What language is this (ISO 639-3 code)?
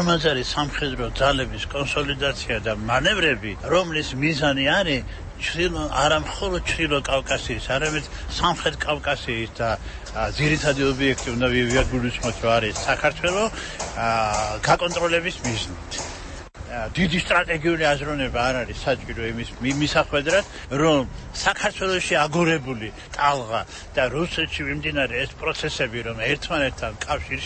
kat